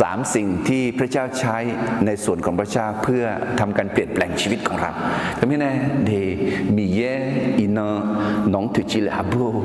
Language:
Akha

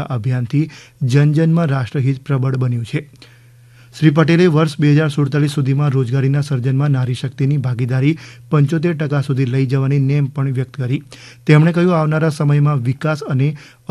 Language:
Gujarati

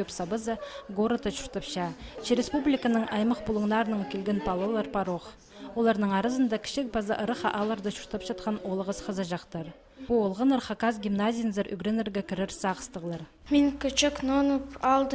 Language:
Khakas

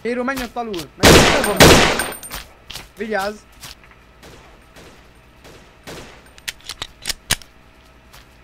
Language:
Hungarian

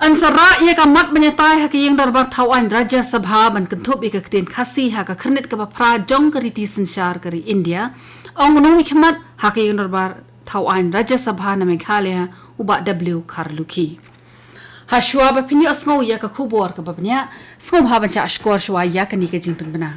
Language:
Khasi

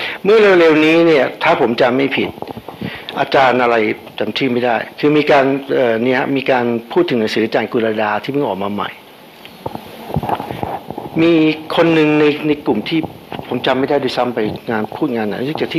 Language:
Thai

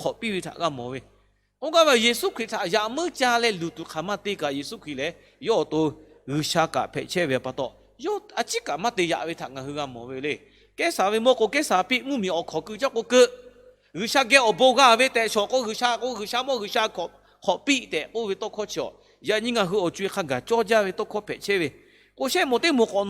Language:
Lahu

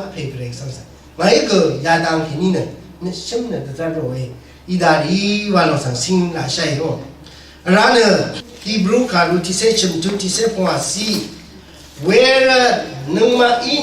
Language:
Rawang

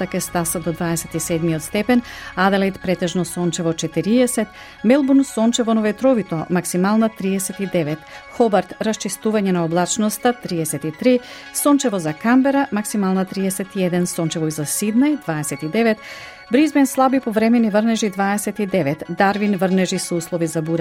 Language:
Macedonian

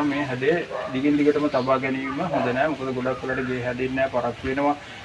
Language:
Sinhala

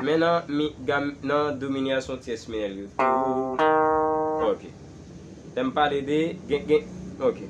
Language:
Haitian Creole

